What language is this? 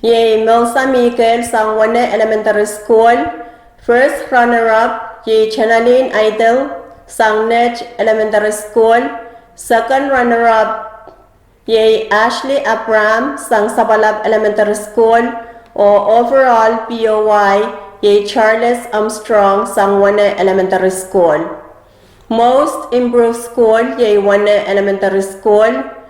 Pohnpeian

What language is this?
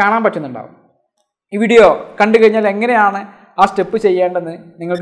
Malayalam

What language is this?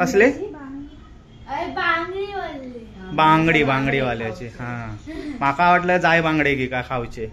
Konkani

